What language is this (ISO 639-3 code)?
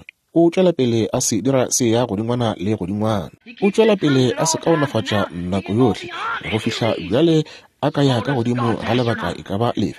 nso